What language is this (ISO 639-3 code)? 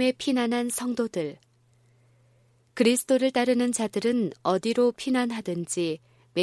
kor